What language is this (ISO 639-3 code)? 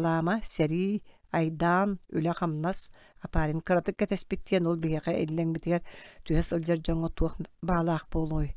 sah